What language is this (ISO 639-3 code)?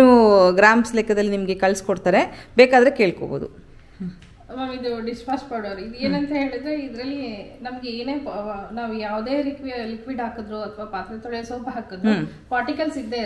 kan